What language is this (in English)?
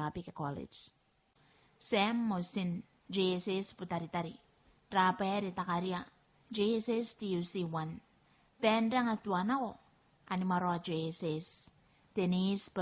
Gilbertese